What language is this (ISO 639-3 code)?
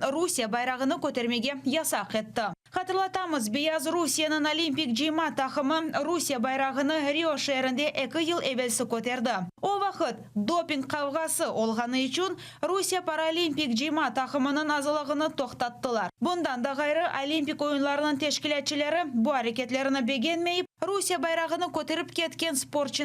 crh